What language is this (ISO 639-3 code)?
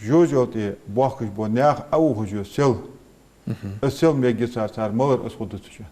inh